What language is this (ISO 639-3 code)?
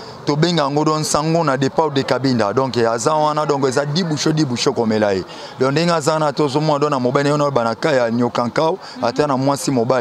lin